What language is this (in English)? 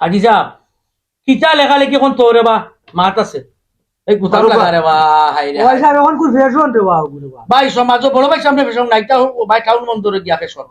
Sylheti